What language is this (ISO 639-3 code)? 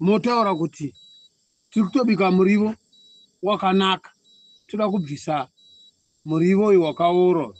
sna